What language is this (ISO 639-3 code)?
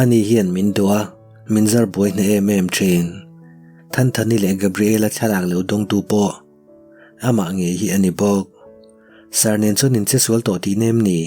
lus